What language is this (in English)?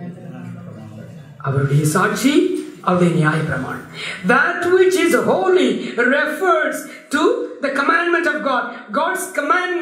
Tamil